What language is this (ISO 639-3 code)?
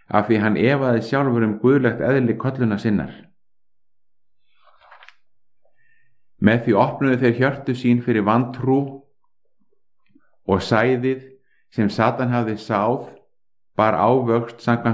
isl